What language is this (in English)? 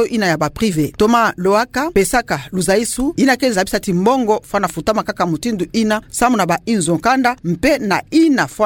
Kituba (Democratic Republic of Congo)